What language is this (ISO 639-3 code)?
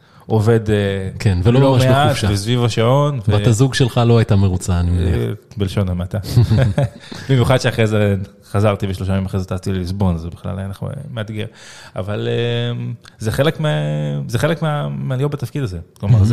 heb